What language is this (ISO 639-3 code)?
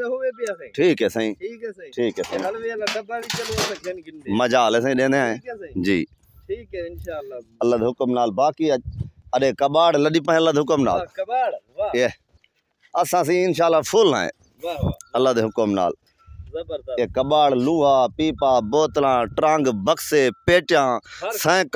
skr